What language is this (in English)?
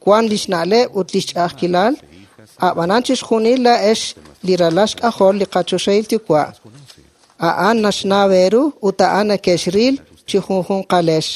Kekchí